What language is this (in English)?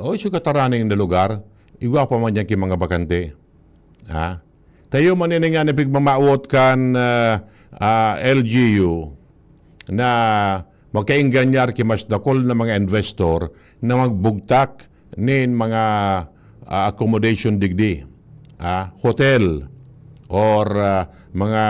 Bikol